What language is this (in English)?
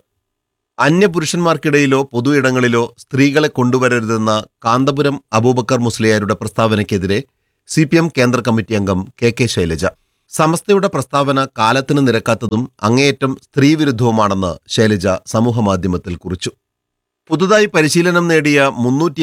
Malayalam